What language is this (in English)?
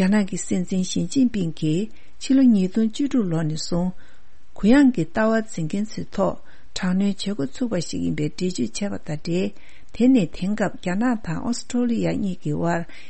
Tibetan